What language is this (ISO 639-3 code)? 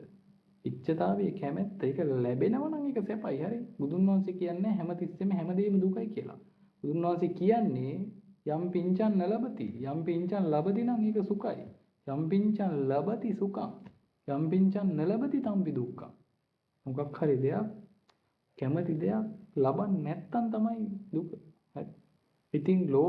sin